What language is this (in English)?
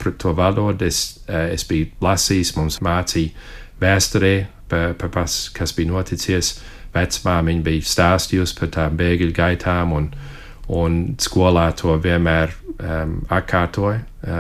Latvian